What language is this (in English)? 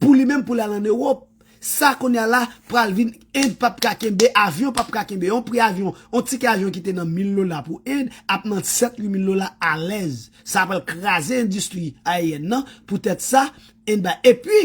Haitian Creole